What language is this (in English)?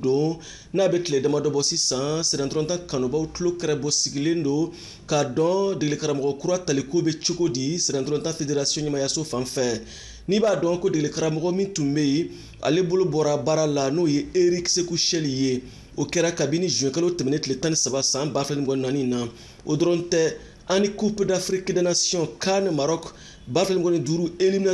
Bambara